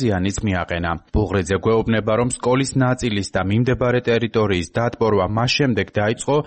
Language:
Georgian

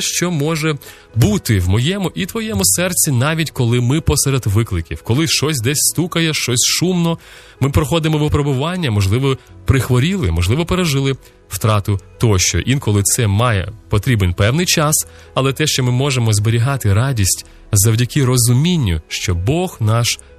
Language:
Ukrainian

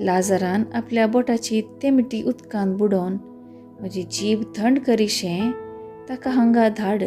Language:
Konkani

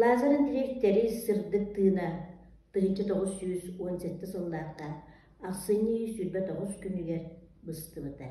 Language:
Yakut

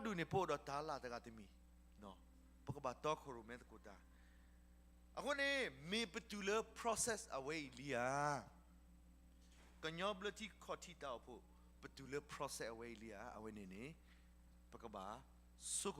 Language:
S'gaw Karen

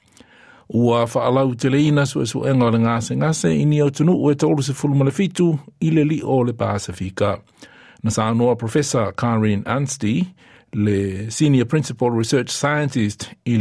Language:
Samoan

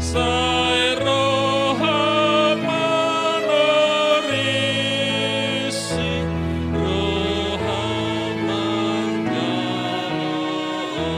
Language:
Batak Simalungun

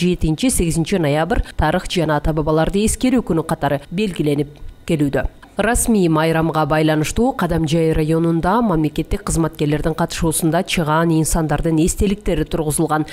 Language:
Kyrgyz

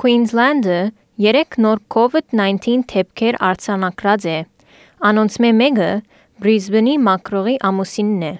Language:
Armenian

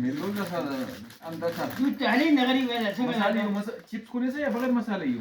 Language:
Brahui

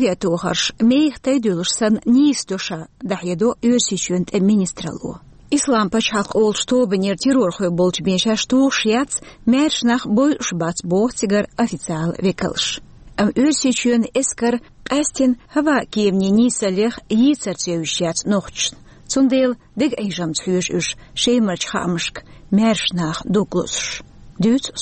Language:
Chechen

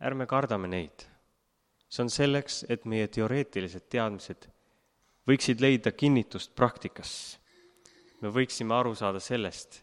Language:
Estonian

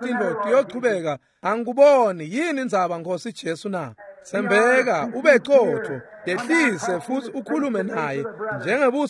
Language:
Swati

